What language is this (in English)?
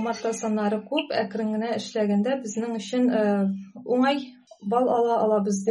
Tatar